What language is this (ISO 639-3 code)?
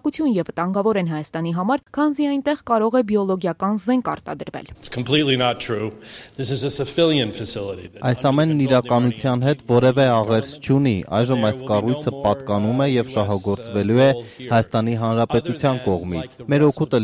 hye